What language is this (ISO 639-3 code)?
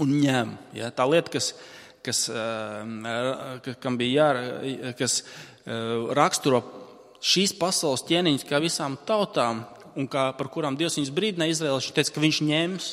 lav